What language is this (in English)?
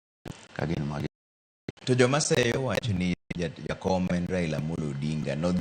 Luo (Kenya and Tanzania)